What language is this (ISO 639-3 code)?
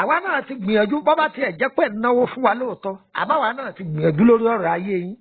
yor